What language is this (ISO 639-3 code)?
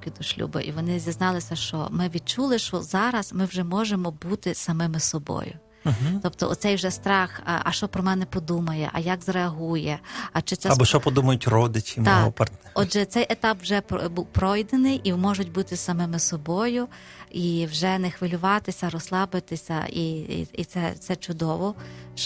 ukr